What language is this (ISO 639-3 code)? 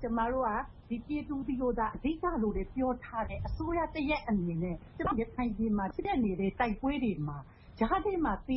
mya